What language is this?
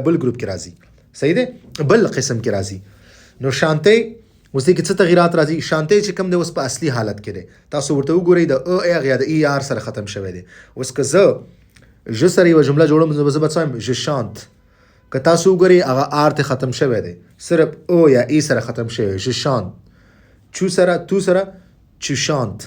Pashto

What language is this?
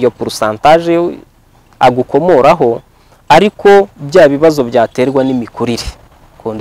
Kinyarwanda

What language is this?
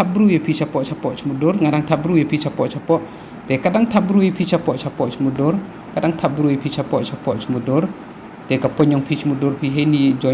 Khasi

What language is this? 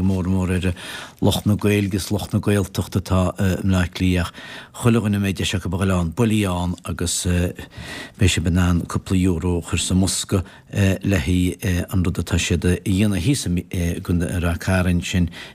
Irish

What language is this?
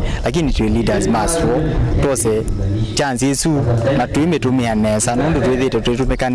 Kamba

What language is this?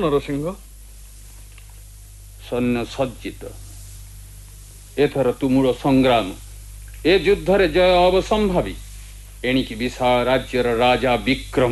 Odia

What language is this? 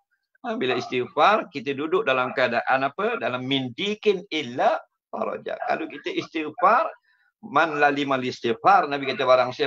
Malay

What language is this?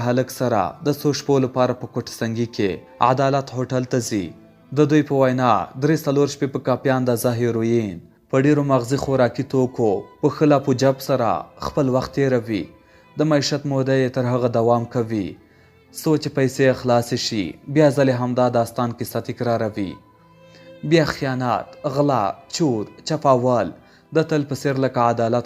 Pashto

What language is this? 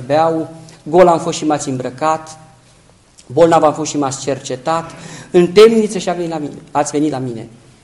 Romanian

